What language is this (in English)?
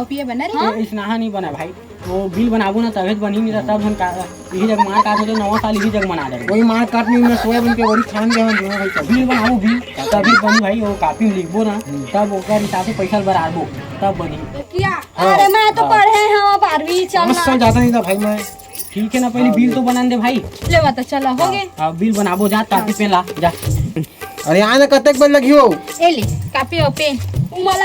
Chhattisgarhi